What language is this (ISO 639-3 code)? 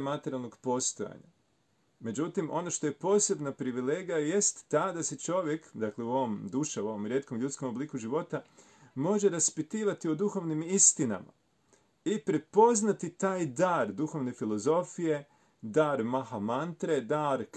hrv